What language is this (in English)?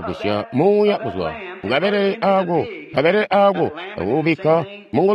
Tonga (Zambia)